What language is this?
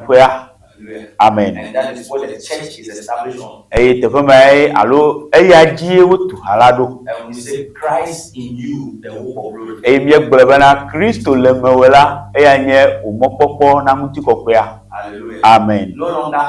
Ewe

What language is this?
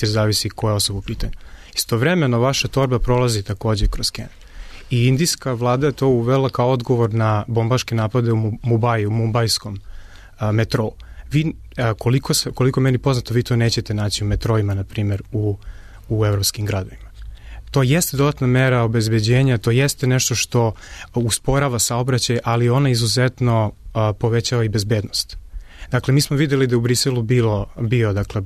Serbian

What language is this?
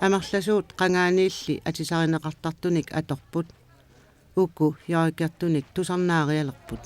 Kalaallisut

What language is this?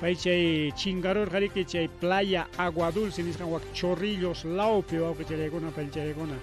Ayacucho Quechua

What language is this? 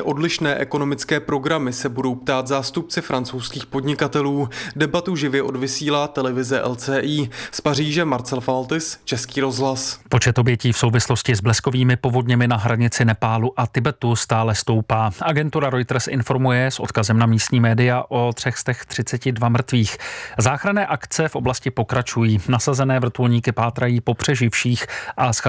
Czech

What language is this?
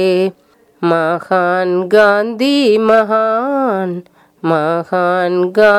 Tamil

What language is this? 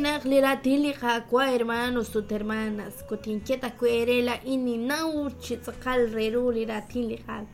Kekchí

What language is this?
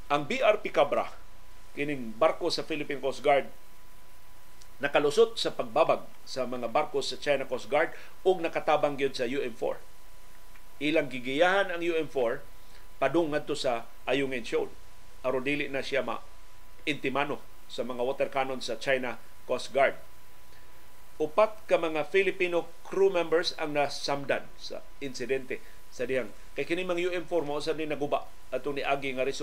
Cebuano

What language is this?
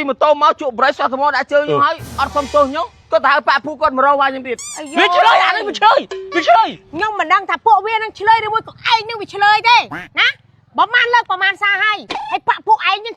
Khmer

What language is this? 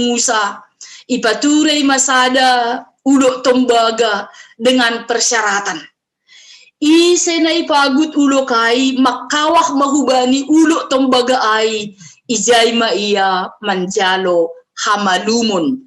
Batak Simalungun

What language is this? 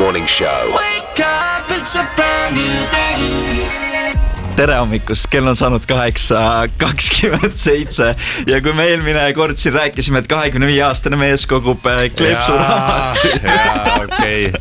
Estonian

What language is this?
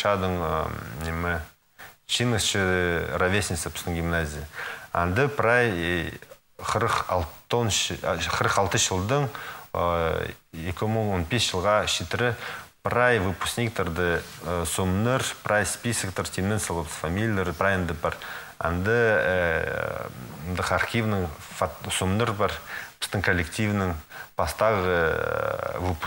Khakas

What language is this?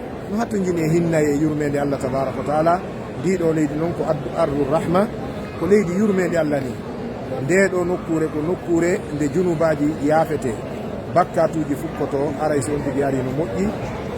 Fula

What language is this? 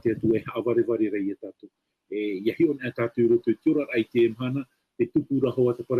Tahitian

